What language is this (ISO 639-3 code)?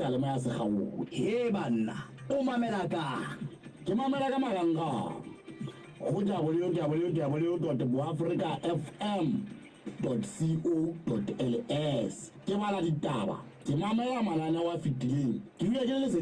sot